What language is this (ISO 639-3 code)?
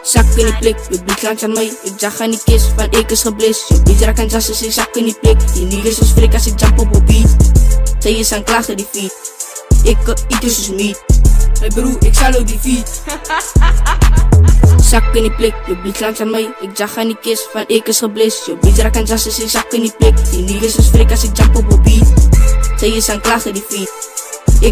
afr